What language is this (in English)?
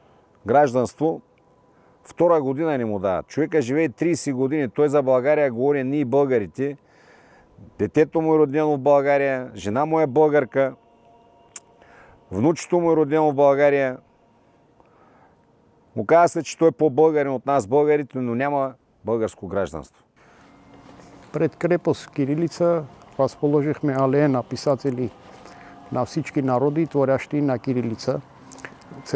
Bulgarian